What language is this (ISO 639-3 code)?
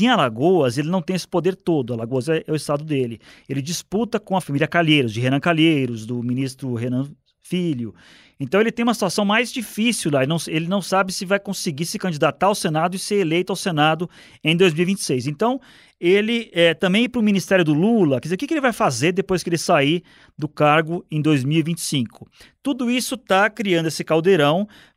por